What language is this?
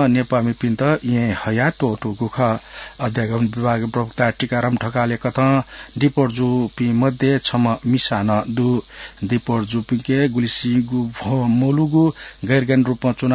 Newari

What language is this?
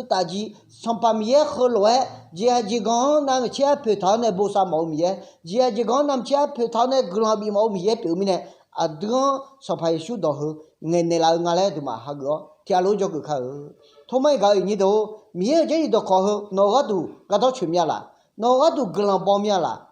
Akha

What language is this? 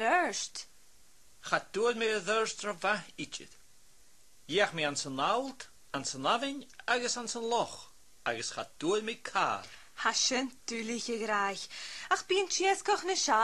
Scottish Gaelic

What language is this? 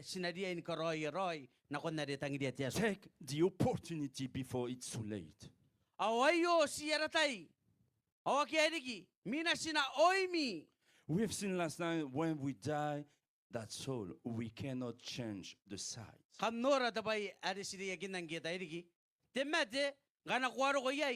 Gilbertese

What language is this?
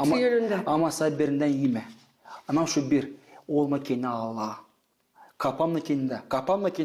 Gagauz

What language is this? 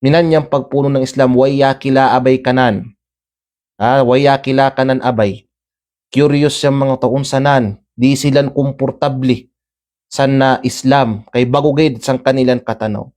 Kalagan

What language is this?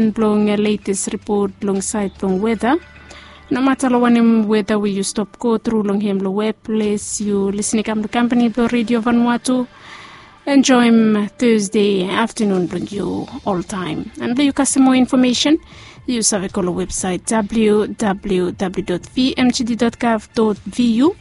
Bislama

